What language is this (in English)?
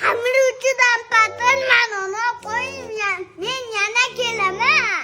Uzbek